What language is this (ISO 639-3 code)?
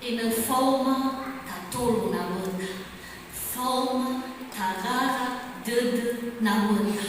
nia